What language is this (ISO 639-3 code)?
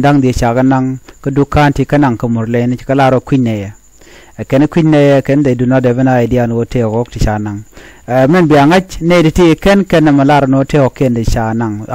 nus